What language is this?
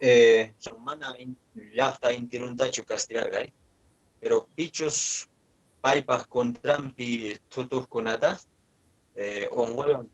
Quechua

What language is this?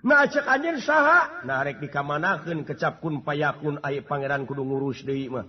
Sundanese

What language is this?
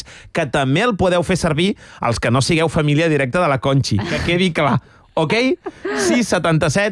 Catalan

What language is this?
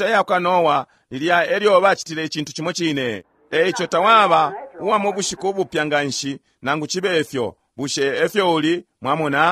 Bemba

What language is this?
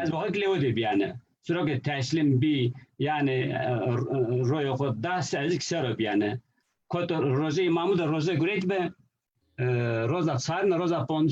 Zaza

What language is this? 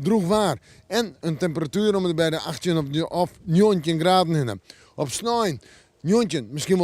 Western Frisian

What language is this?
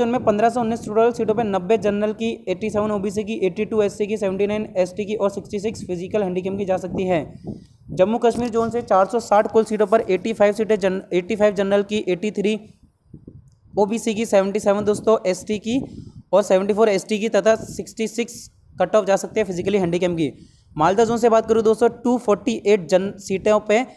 Hindi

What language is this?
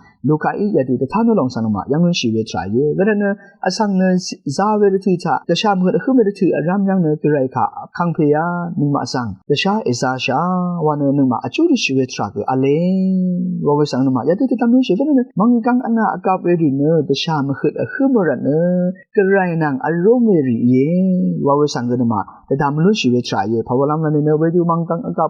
Rawang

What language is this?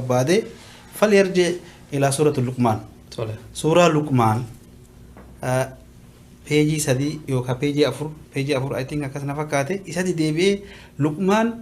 Oromo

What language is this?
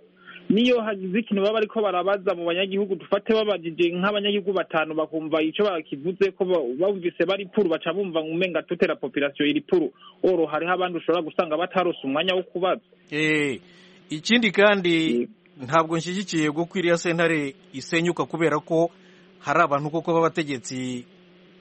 Kinyarwanda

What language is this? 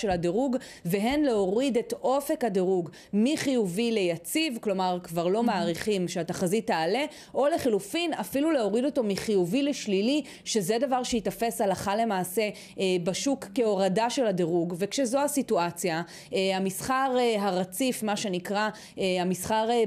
Hebrew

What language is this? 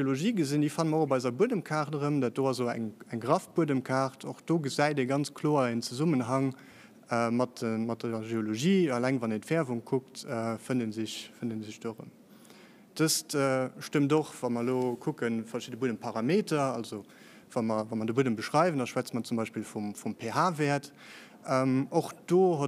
Luxembourgish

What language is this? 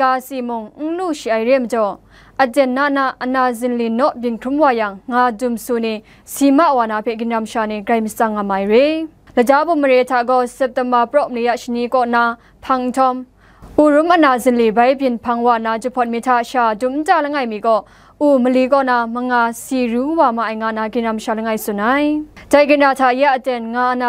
Kachin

